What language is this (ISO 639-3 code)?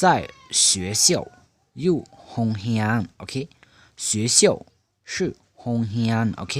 lao